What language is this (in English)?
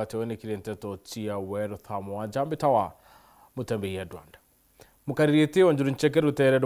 Meru